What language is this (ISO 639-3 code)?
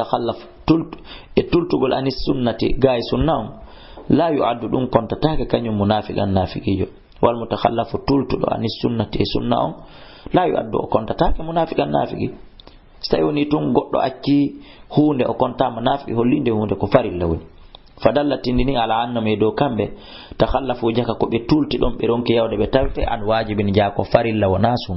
ful